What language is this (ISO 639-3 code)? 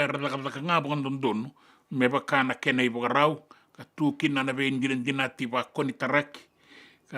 fij